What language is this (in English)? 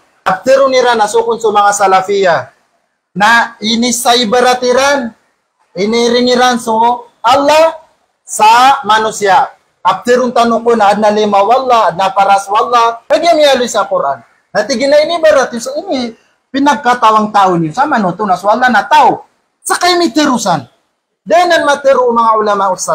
Maranao